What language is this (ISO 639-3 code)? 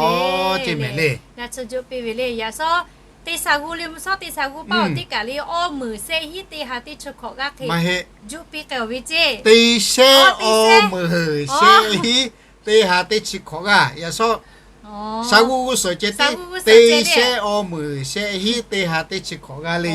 lhu